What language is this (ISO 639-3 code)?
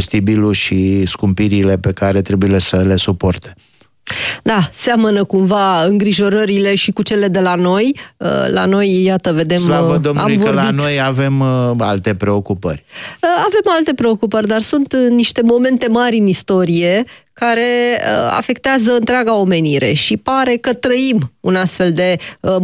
ron